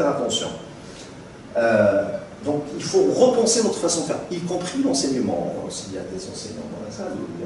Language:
French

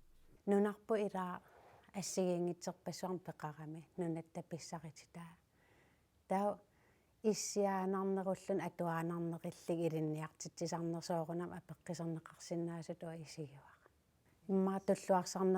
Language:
Kalaallisut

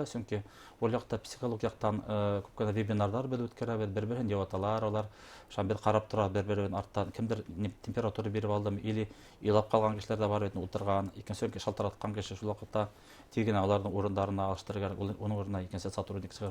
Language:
Bashkir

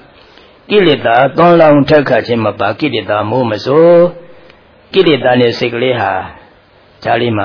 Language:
Burmese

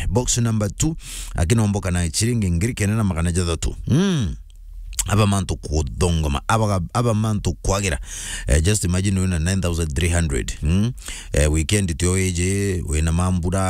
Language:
Meru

